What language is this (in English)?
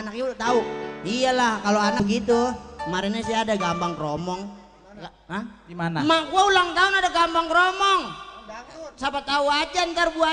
Betawi